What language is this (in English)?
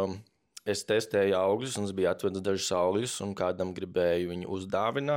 Latvian